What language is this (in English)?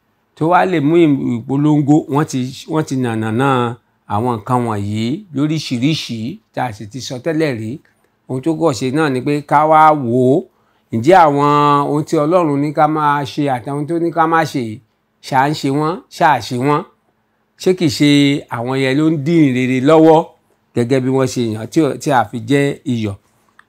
Yoruba